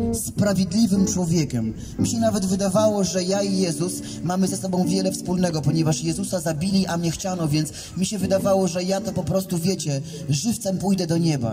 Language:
Polish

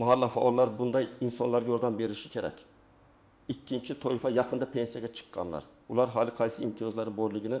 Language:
Uzbek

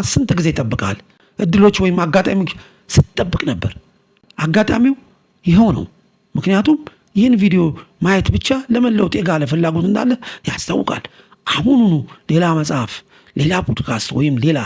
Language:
Amharic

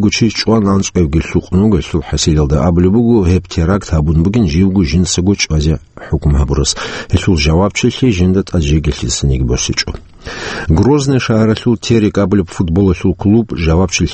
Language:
Avaric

